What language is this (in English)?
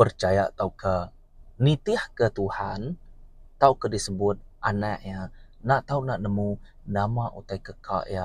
Iban